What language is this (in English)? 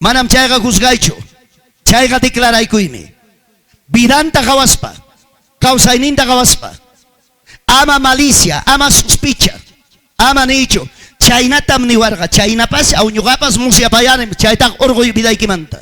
Ayacucho Quechua